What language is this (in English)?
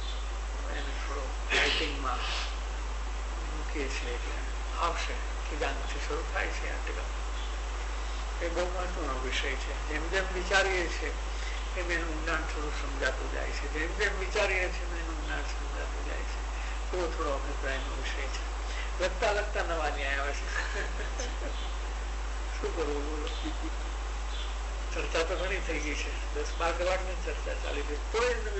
Gujarati